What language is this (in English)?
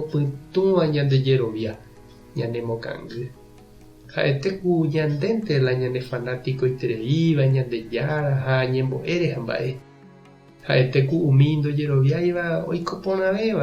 Guarani